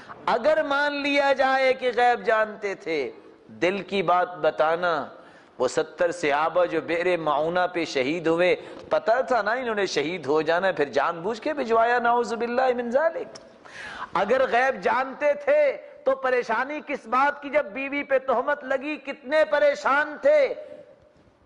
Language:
Urdu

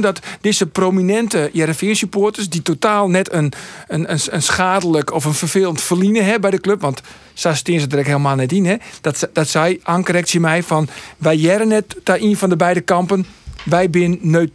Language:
Western Frisian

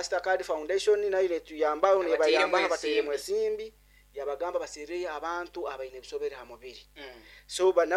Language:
Nyoro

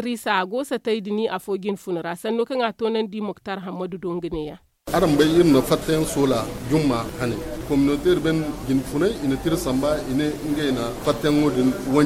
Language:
Zarma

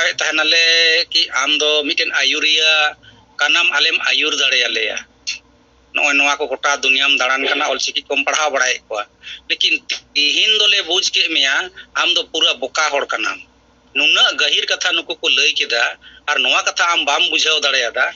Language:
Santali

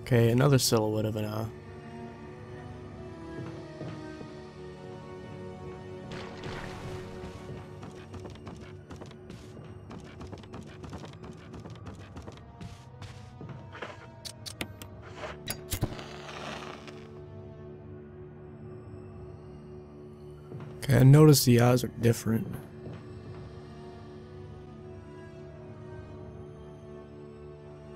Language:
English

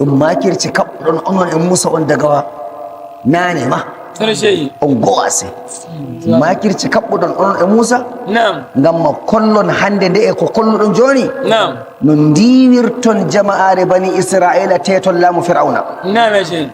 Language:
Nigerian Fulfulde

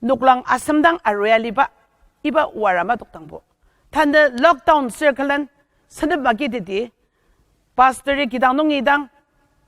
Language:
Ao Naga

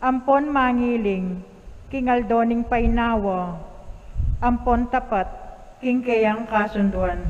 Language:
Pampanga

